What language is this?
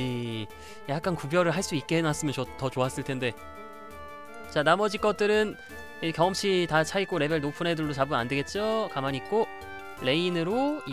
Korean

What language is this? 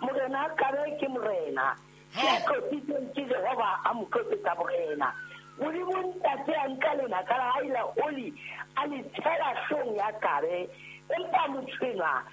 Southern Sotho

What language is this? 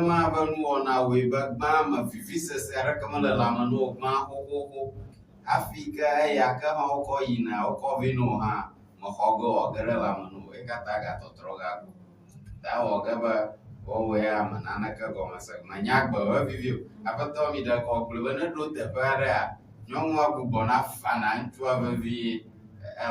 Ewe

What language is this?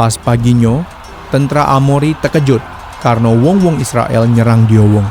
Musi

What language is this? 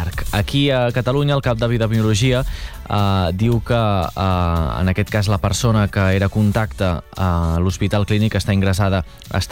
Catalan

